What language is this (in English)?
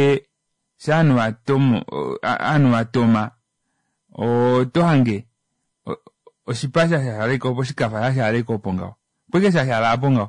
Kuanyama